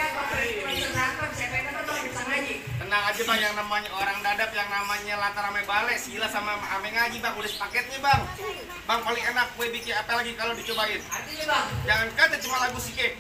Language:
Betawi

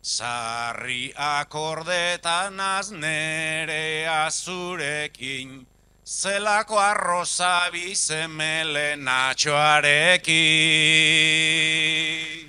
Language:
Basque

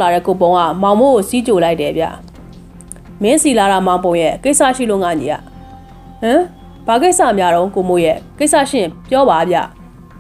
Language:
Burmese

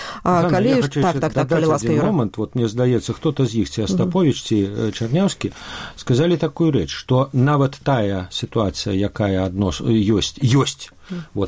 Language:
Belarusian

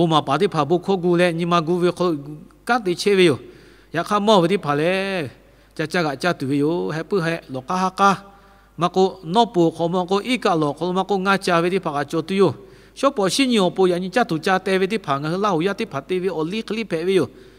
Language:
Lahu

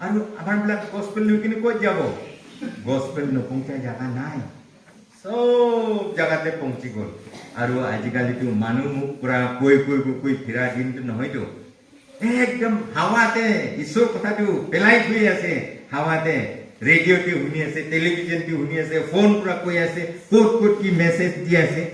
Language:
Naga Pidgin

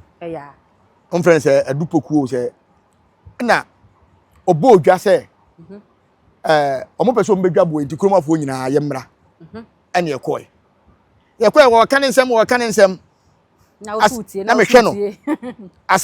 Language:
Akan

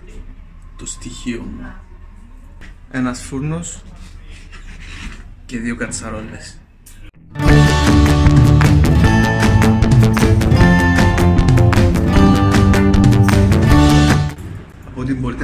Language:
Greek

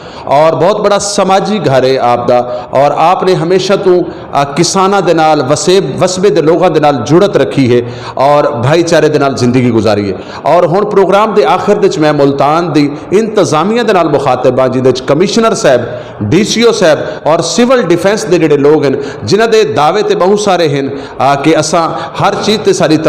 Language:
Saraiki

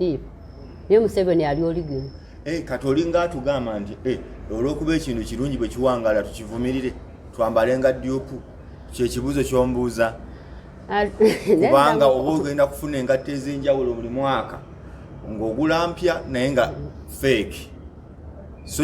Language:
Ganda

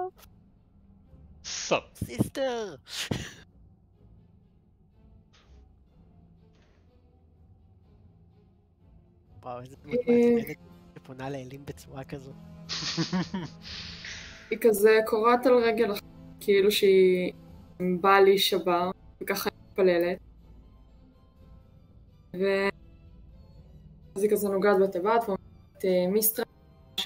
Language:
Hebrew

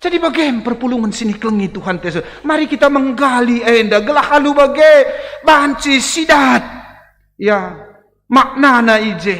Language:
Batak Karo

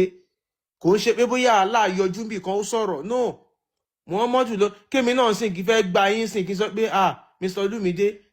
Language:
Yoruba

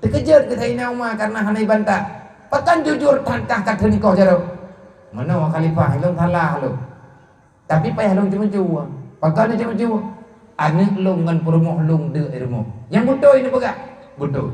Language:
Achinese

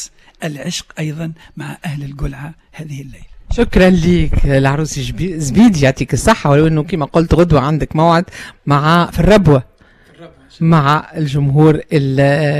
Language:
Tunisian Arabic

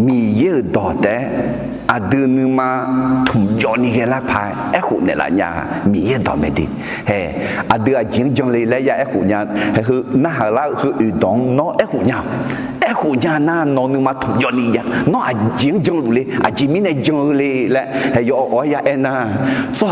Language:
Akha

